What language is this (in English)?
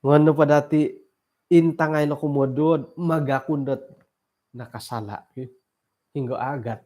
Central Dusun